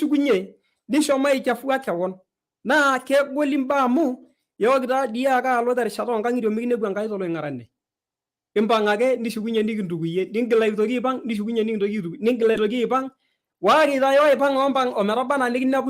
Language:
Masai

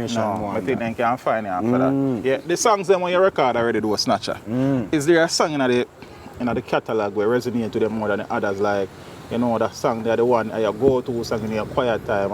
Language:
Jamaican Creole English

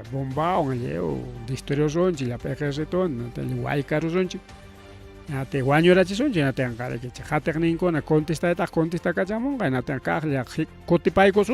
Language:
Ayacucho Quechua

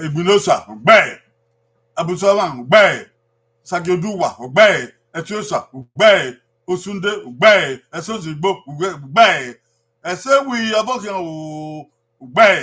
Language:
Bini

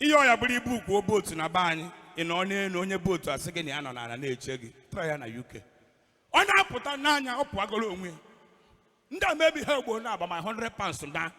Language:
Igbo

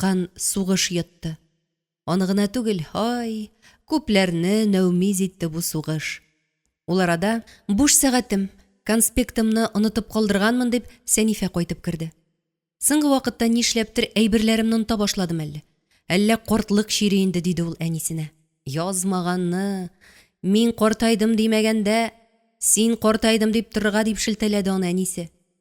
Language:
Tatar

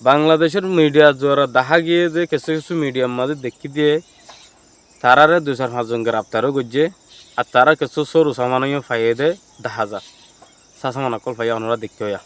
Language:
Rohingya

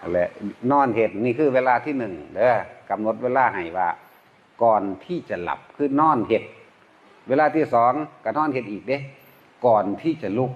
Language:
Northeastern Thai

